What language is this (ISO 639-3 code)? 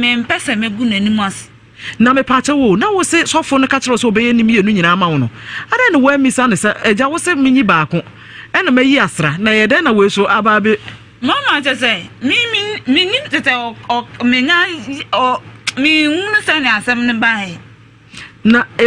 aka